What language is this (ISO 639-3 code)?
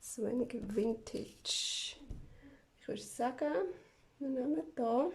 gsw